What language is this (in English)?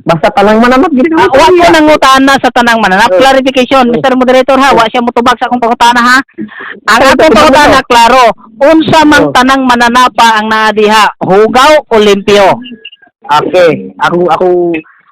Cebuano